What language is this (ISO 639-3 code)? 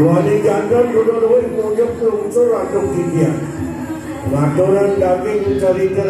ban